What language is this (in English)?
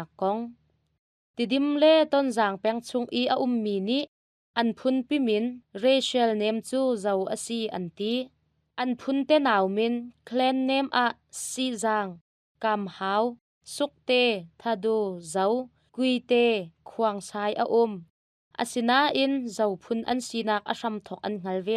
Hakha Chin